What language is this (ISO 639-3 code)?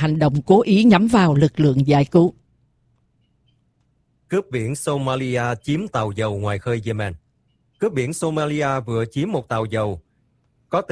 vie